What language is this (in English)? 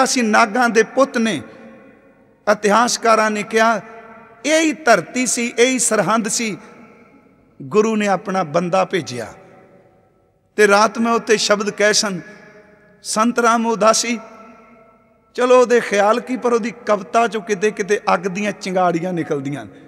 Punjabi